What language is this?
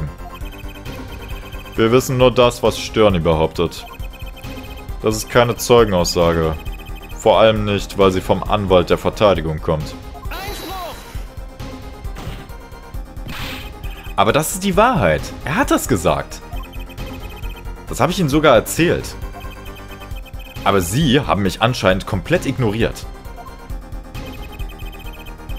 German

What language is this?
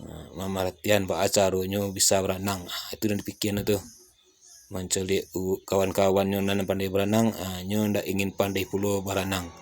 Minangkabau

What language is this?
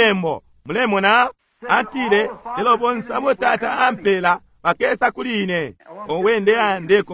Bemba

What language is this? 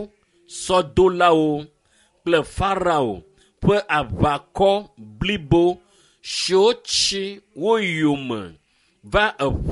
Ewe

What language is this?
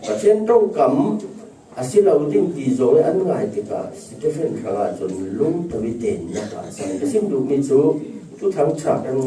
Falam Chin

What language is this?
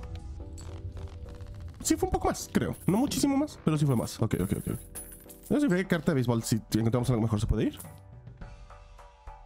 Spanish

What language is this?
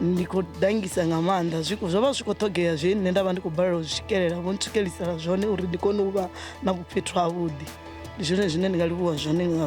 Venda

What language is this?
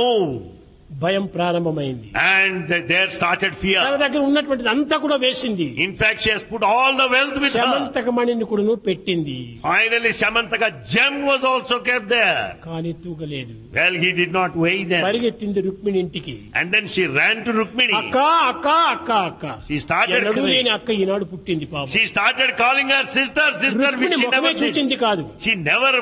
Telugu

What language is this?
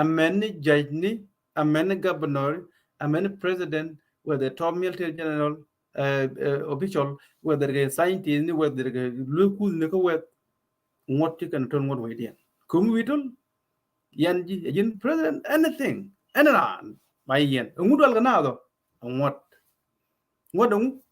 Nuer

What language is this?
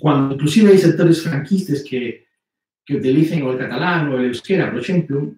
Asturian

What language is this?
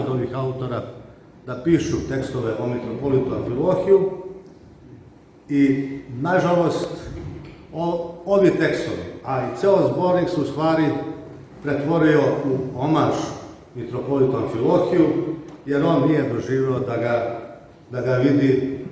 Serbian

